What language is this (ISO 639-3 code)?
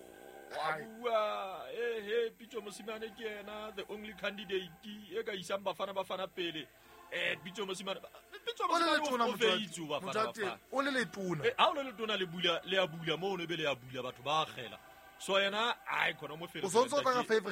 sot